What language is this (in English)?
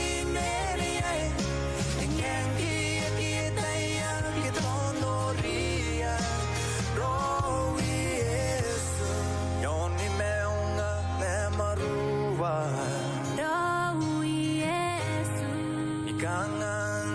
Gilbertese